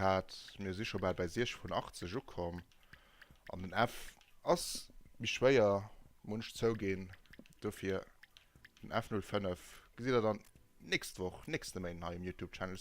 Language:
Luxembourgish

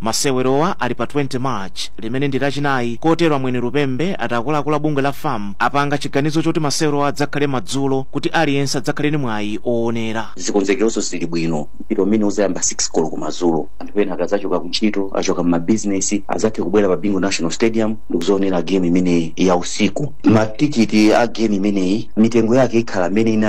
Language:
Nyanja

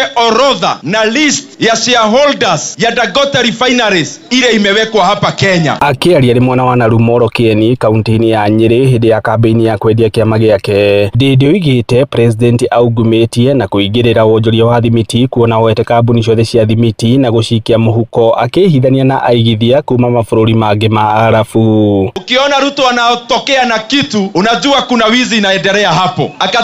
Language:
Kikuyu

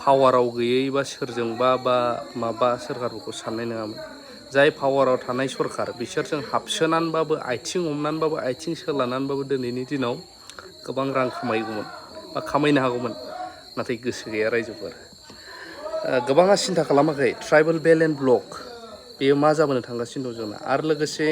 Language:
Bodo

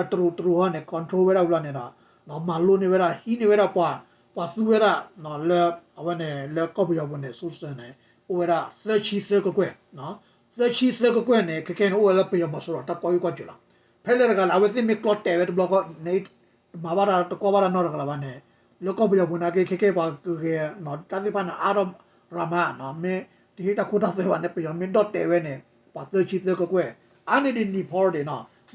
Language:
S'gaw Karen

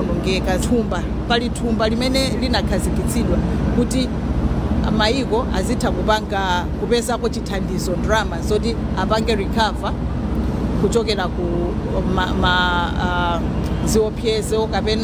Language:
Nyanja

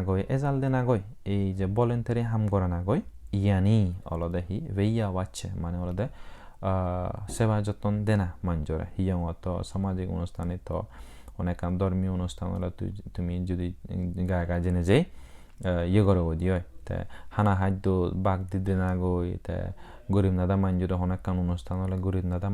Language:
Chakma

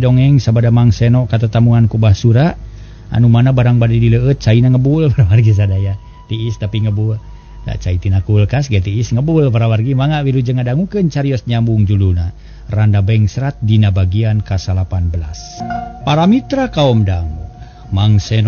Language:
Sundanese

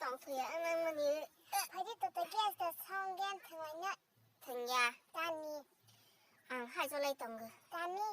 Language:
Kok Borok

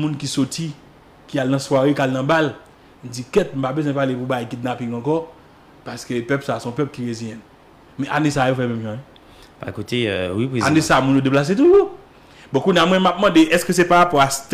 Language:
Haitian Creole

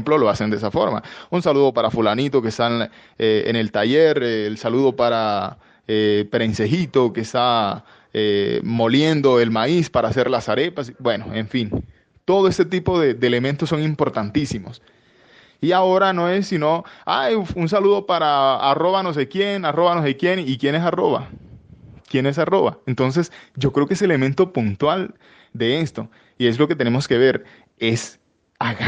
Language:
Spanish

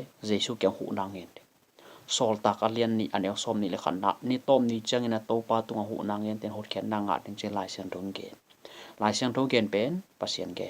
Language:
Tedim Chin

